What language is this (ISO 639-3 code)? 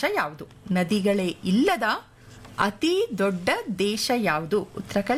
kan